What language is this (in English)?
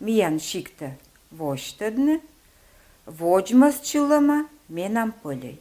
Komi